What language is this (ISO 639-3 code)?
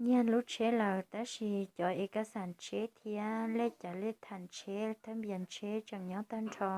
hmn